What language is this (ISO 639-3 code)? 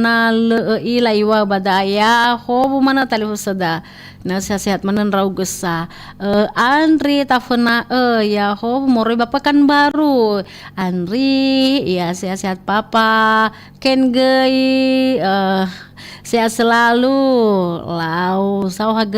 nia